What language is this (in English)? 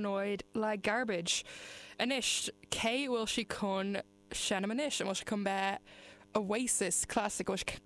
Irish